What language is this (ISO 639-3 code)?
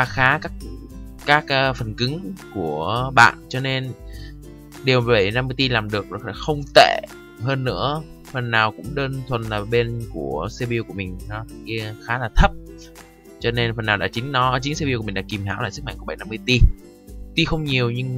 vie